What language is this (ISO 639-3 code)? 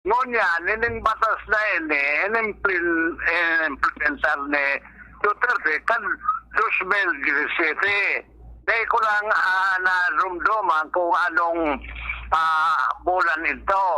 bik